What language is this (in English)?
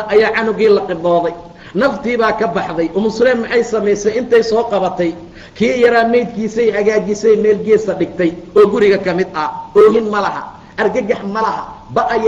Somali